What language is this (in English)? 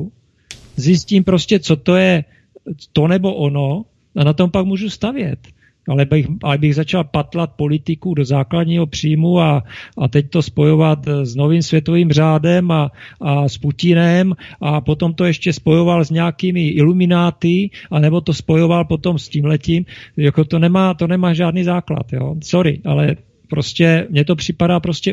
Czech